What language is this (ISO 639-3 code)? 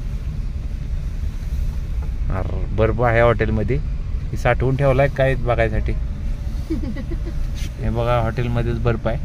mar